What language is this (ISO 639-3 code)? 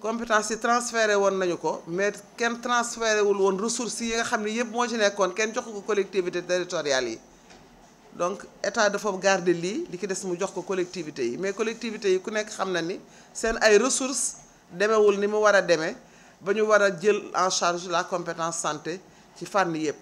wol